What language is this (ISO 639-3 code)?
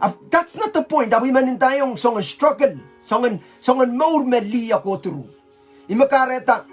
pon